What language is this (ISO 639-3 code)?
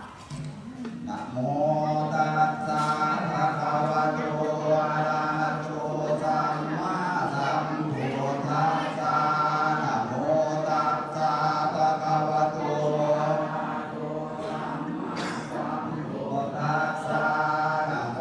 lao